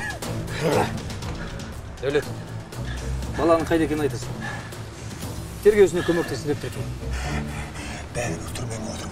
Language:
Kazakh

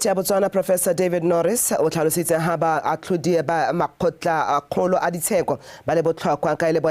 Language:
Tswana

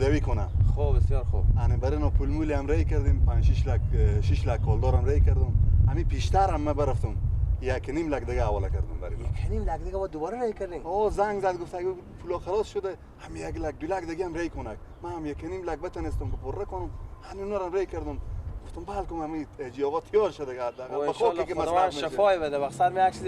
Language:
Persian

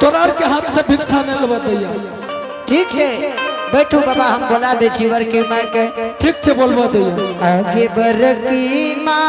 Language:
Angika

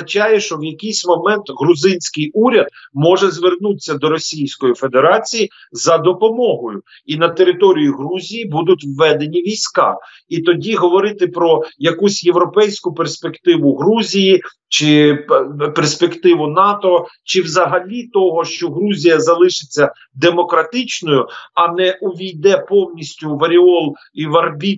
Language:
Ukrainian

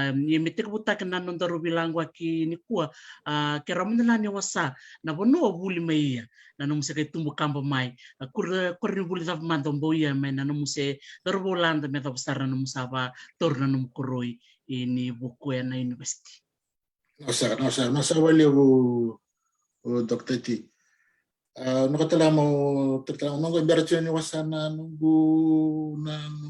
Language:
Fijian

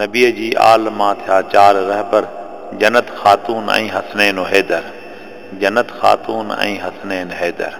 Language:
Sindhi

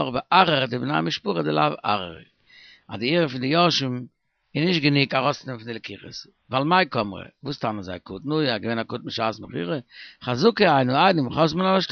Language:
Yiddish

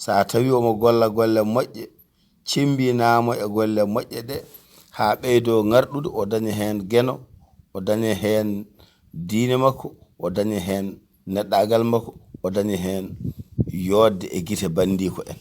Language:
Fula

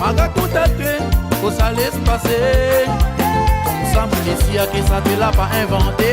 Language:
Réunion Creole French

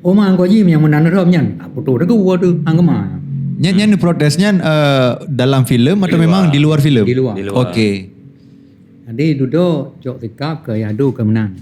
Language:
Achinese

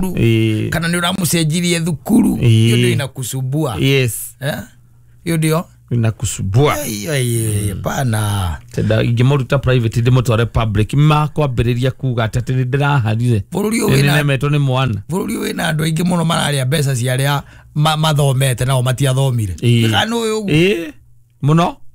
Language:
Kikuyu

